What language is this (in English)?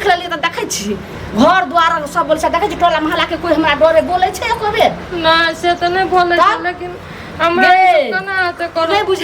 Maithili